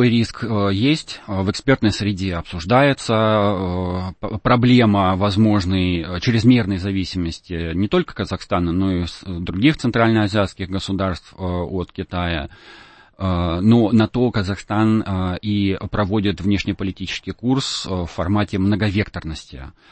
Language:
Russian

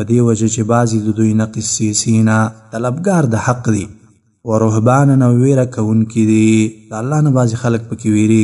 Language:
Pashto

